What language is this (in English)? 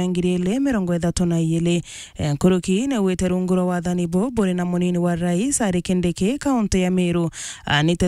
Meru